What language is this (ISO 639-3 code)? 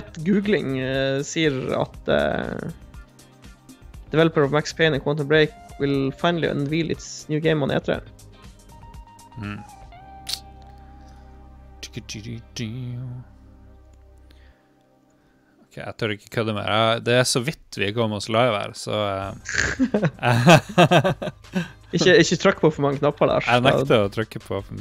nor